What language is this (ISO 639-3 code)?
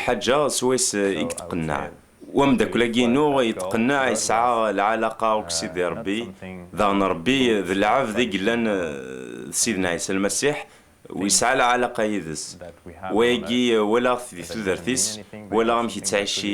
kab